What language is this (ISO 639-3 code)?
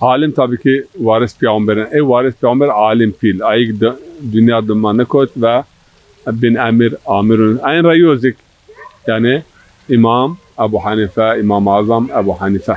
zza